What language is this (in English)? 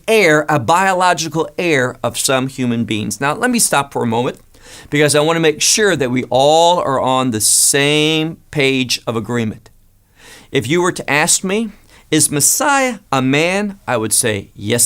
English